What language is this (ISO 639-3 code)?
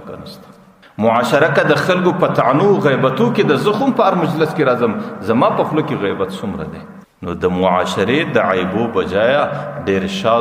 pus